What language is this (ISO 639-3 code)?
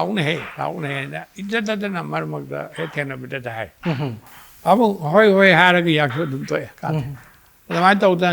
mni